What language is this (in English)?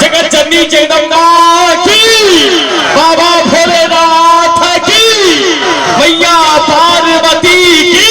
Maithili